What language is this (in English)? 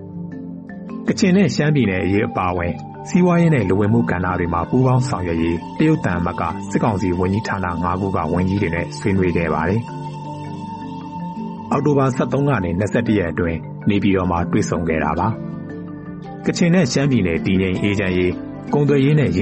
Burmese